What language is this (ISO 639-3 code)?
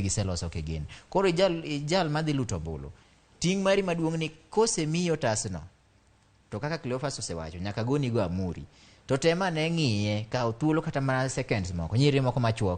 luo